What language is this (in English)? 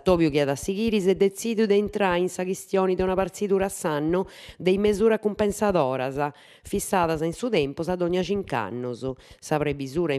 Sardinian